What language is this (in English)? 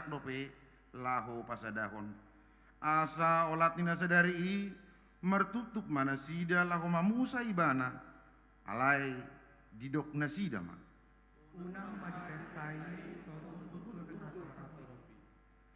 Batak Toba